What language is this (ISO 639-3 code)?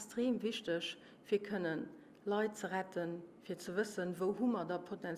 ltz